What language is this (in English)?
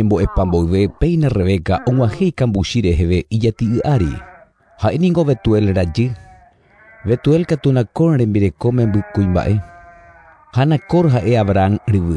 Guarani